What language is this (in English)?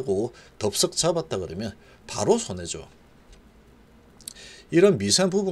Korean